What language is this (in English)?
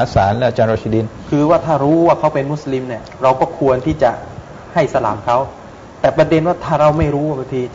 Thai